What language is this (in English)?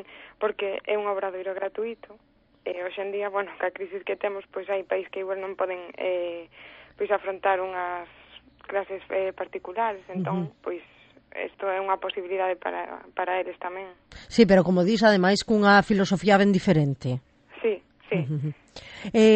Galician